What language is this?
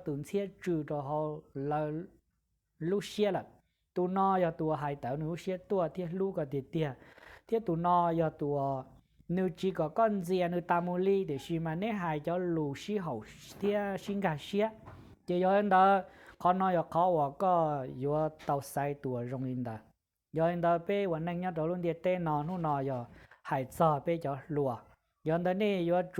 Hmong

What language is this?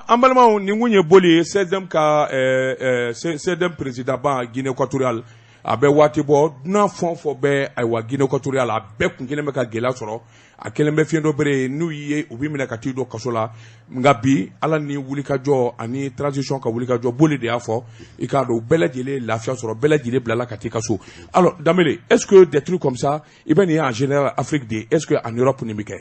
Bambara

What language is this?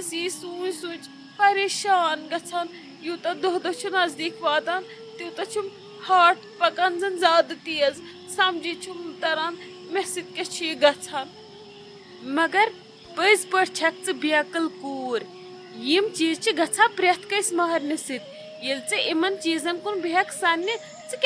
Kashmiri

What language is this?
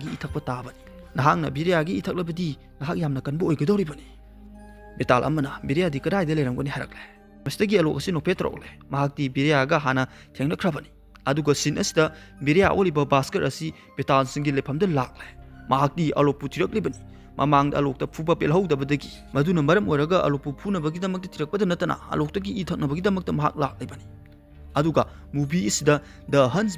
Manipuri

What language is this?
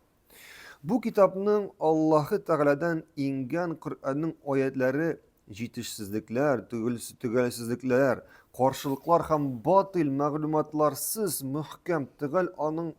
Tatar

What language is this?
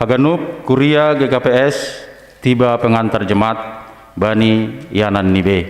Batak Simalungun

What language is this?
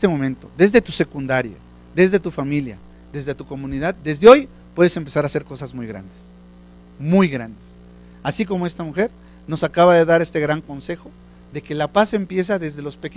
Spanish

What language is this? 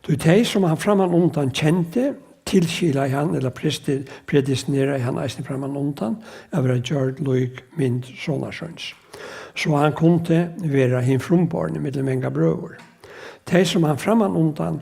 Faroese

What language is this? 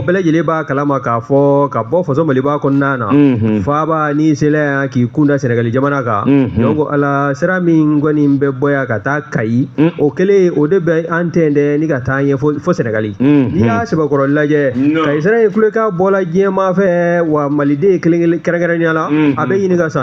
Bambara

